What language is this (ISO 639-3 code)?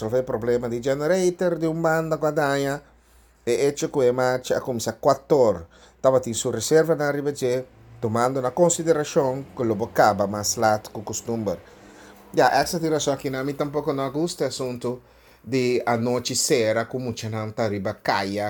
pap